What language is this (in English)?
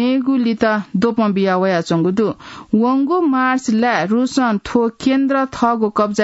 Newari